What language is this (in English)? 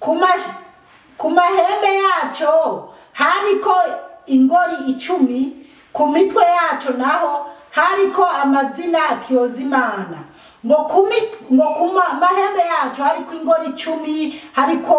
Rundi